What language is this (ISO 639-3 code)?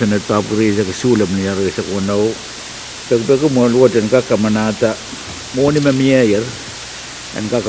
pon